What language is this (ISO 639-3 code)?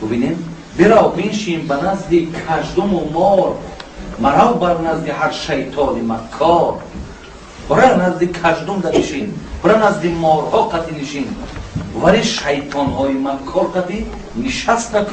tgk